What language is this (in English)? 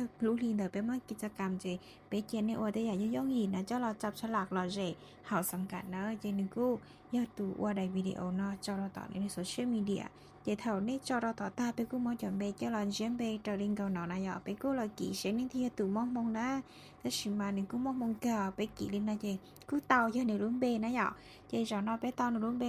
Hmong